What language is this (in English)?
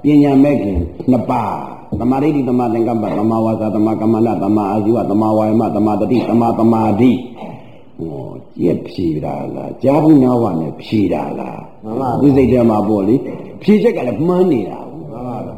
Burmese